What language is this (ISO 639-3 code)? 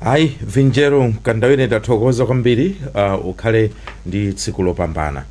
nya